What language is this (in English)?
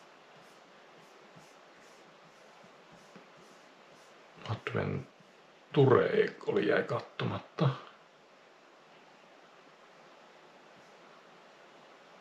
Finnish